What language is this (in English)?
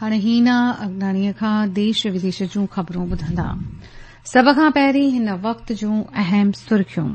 Sindhi